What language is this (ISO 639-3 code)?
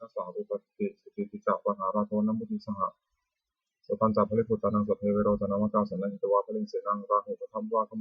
pli